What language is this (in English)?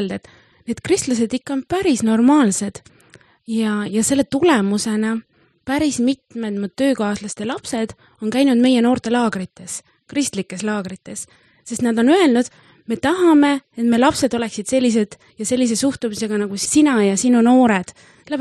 Estonian